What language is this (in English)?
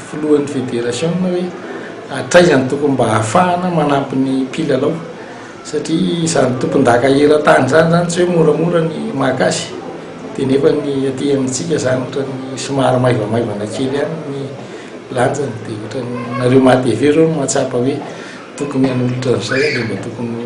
Malagasy